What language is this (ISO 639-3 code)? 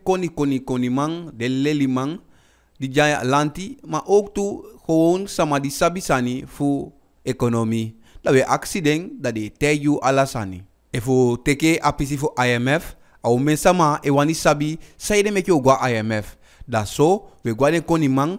djk